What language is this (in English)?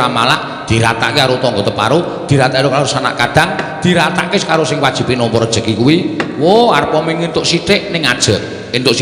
Javanese